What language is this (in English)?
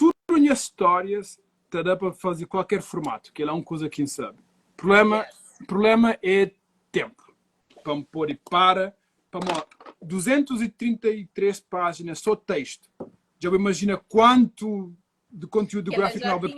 Kabuverdianu